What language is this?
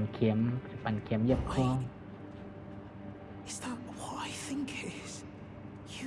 Shan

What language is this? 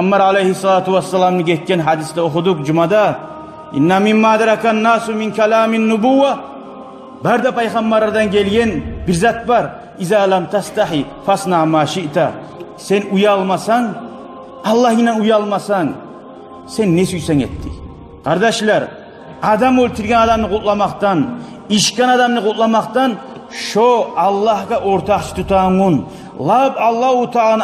Kumyk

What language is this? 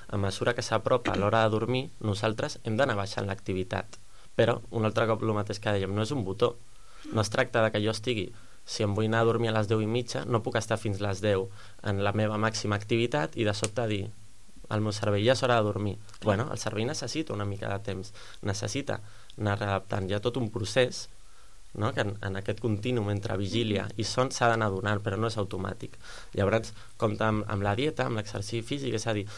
Catalan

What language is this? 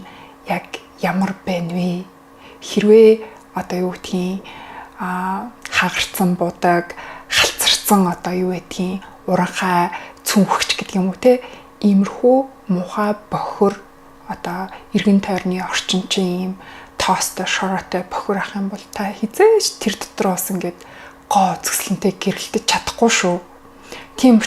Mongolian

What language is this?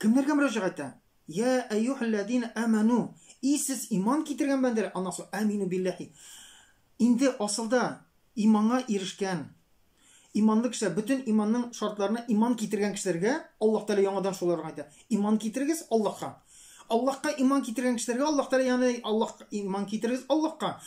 Tatar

